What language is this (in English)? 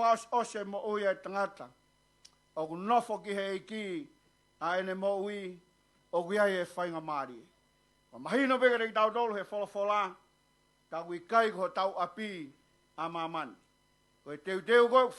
Tongan